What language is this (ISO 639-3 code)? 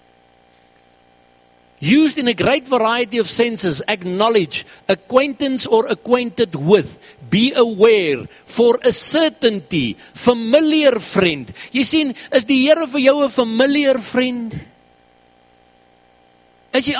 afr